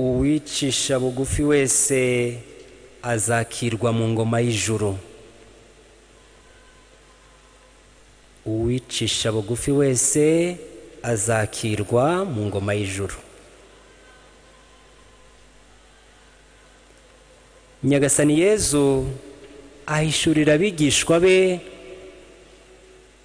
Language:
Kinyarwanda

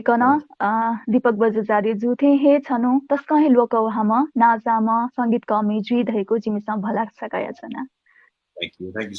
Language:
Newari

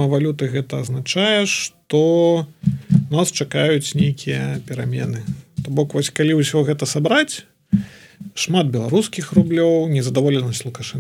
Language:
Belarusian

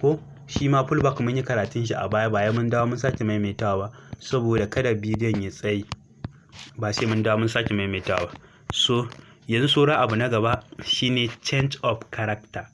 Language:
Hausa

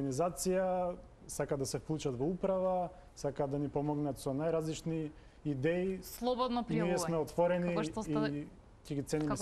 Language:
Macedonian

